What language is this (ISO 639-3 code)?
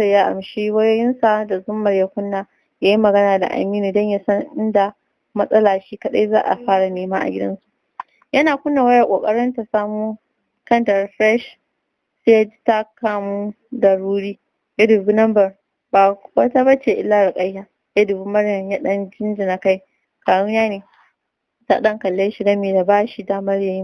hau